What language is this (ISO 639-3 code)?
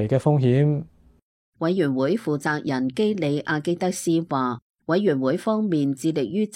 yue